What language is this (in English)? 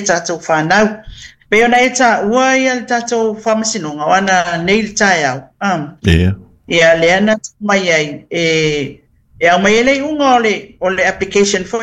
Samoan